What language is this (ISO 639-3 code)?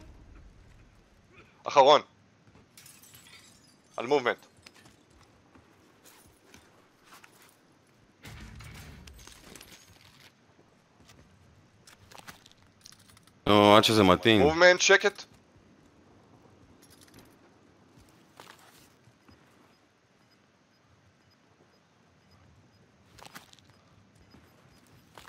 heb